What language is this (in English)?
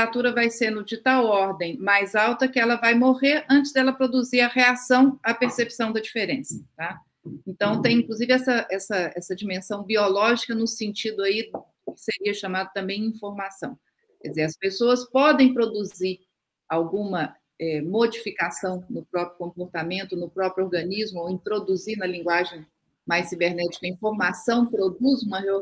Portuguese